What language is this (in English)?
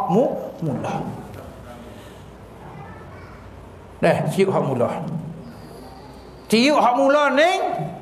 Malay